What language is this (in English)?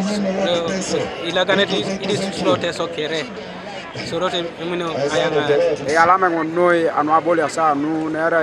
Teso